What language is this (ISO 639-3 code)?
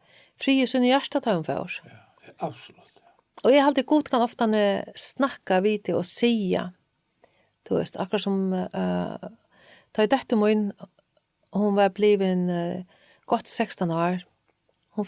fao